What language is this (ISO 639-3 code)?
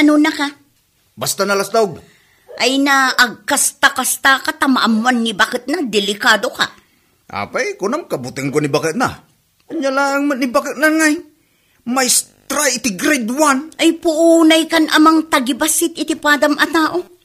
ilo